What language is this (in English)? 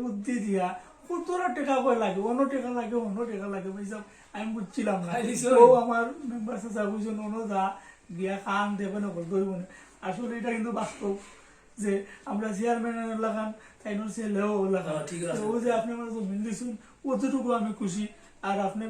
Sylheti